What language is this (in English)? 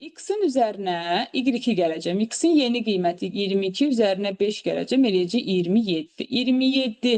Azerbaijani